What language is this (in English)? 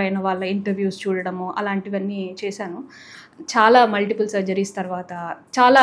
Telugu